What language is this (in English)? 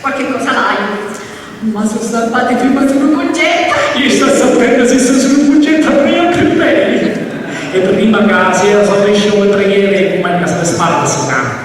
Sicilian